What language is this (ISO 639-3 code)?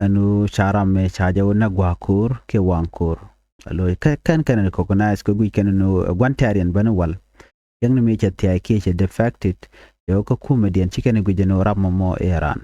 nus